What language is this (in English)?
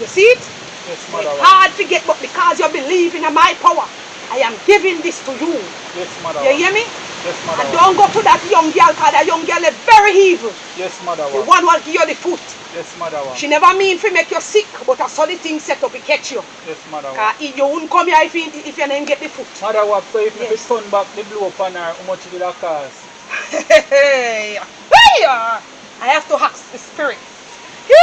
Jamaican Creole English